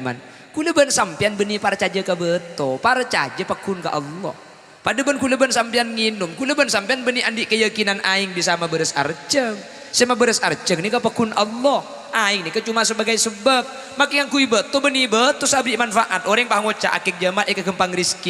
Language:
Madurese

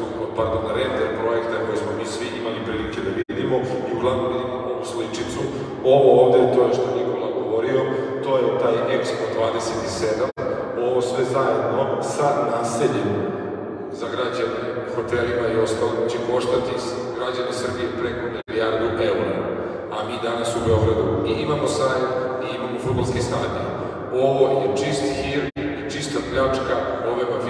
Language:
Serbian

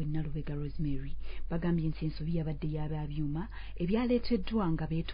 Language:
Ganda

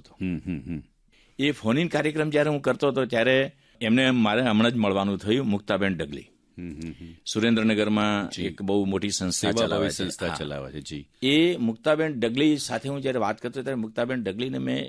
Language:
Gujarati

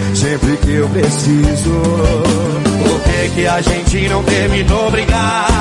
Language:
Portuguese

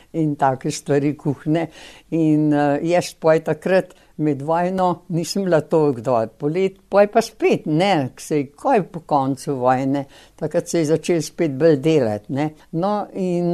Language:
Slovenian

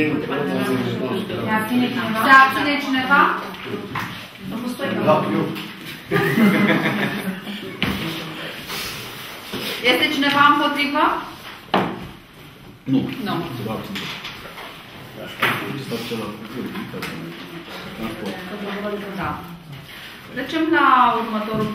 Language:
Romanian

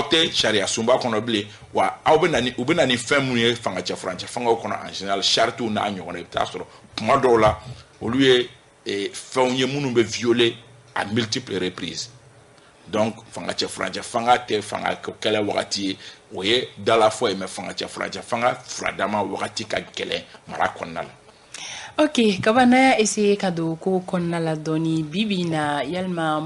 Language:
Bambara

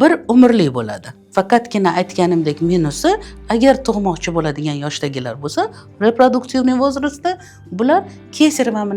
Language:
Uzbek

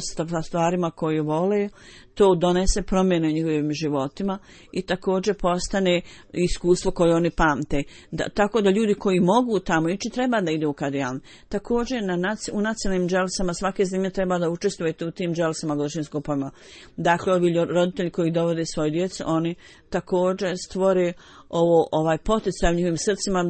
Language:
Bosnian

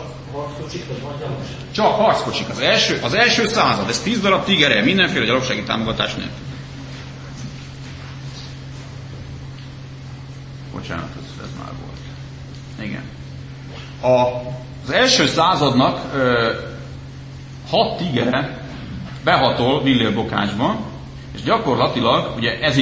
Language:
Hungarian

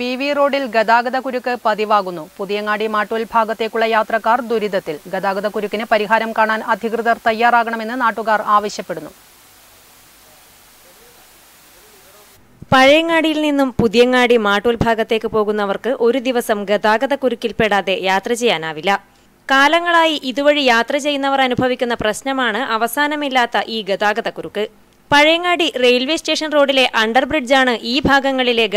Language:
Malayalam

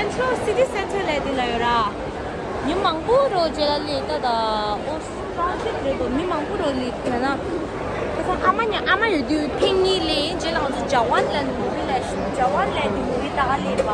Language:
Tibetan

